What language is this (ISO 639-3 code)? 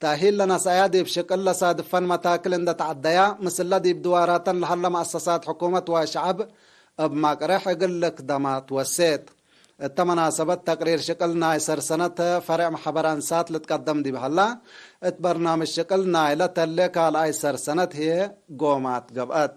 tig